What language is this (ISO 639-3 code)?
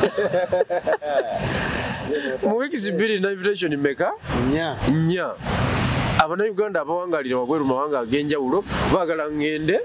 lug